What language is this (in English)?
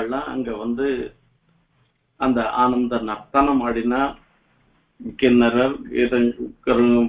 Tamil